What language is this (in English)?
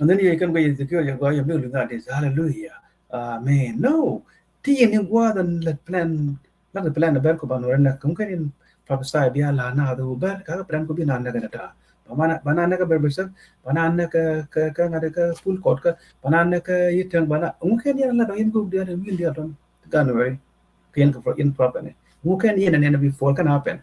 Nuer